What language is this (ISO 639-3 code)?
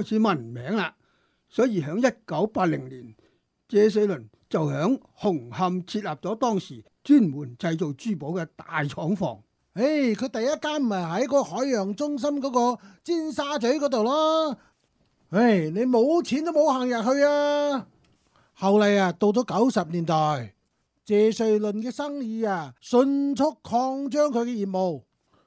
yue